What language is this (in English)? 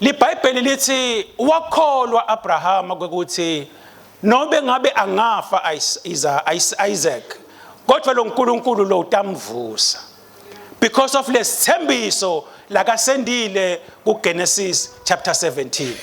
Swati